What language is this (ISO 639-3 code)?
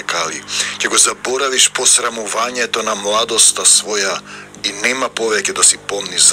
mkd